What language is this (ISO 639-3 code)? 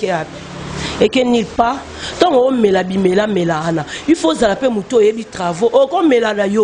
lin